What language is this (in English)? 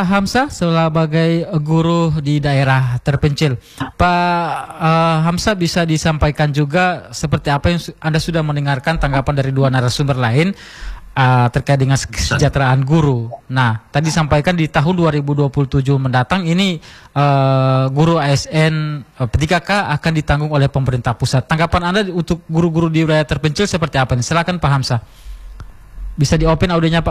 Indonesian